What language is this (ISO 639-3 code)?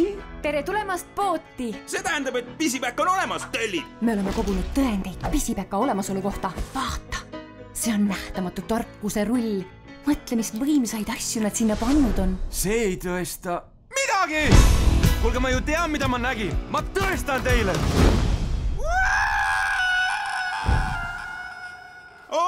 est